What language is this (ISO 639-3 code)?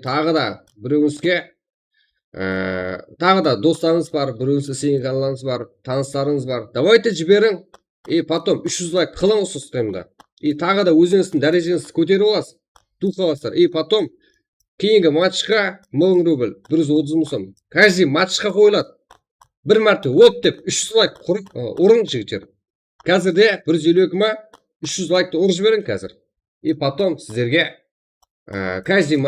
kaa